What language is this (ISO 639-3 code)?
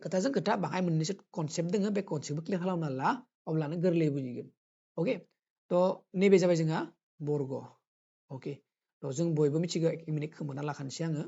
brx